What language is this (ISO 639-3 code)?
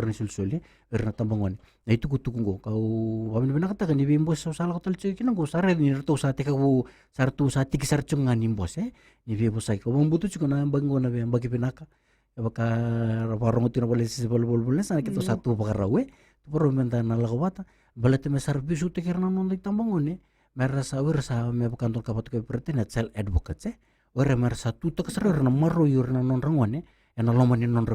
fij